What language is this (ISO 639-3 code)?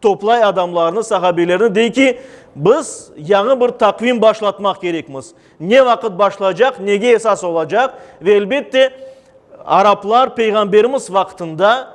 crh